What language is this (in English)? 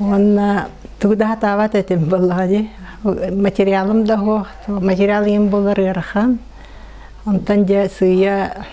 Yakut